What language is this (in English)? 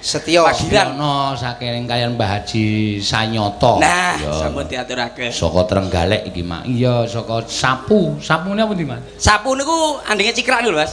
Javanese